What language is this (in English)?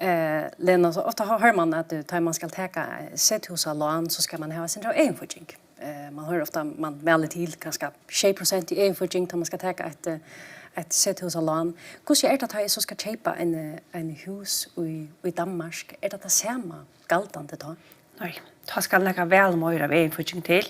Faroese